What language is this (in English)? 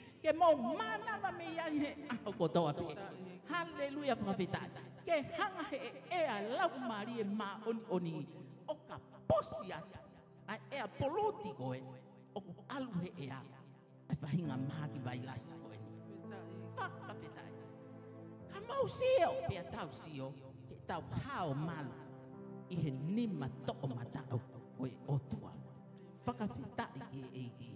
Tongan